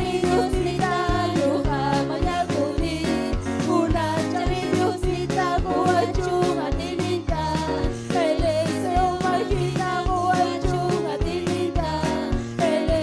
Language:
Ayacucho Quechua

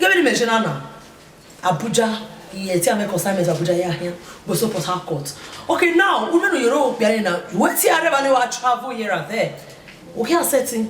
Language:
Bini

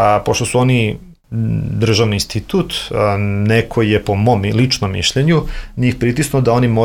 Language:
Serbian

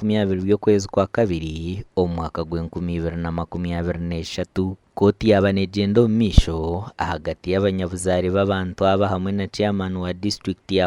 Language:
Nyankole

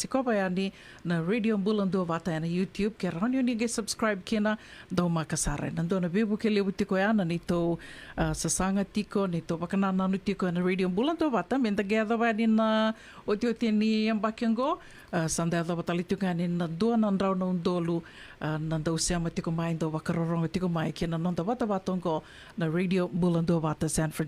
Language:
Fijian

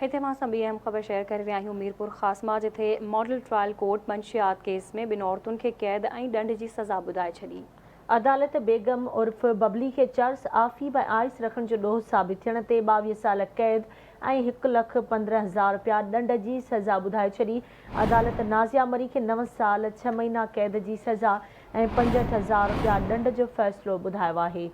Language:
Sindhi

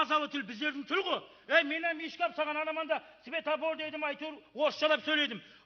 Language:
Kara-Kalpak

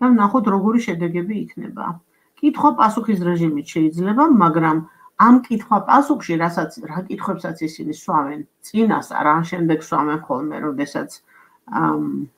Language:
Georgian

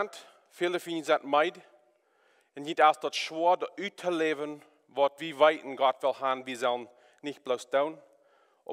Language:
Plautdietsch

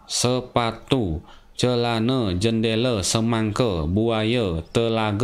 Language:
Balinese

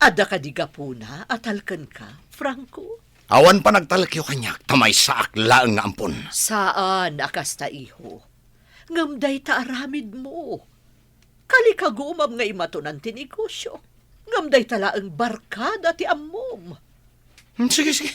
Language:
Iloko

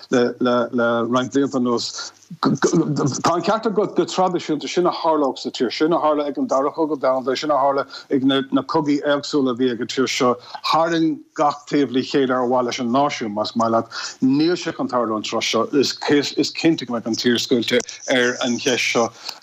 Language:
Irish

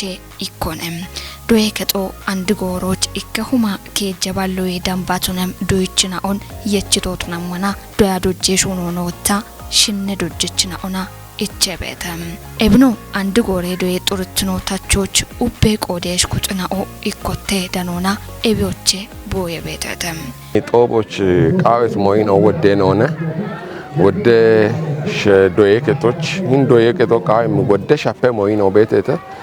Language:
Kafa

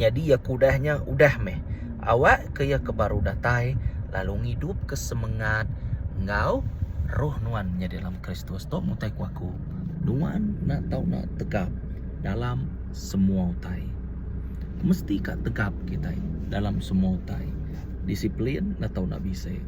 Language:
Iban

